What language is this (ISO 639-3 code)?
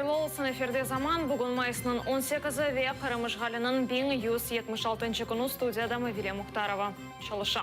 crh